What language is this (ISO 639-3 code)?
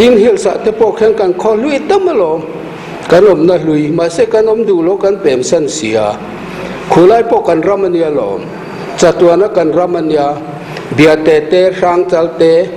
lus